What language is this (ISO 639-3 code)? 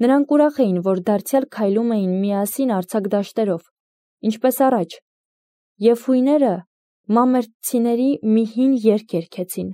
hye